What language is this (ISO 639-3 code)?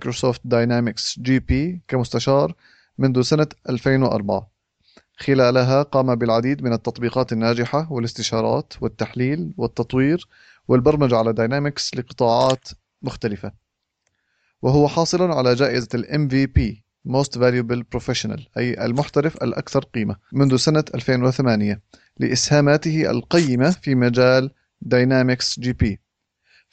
ara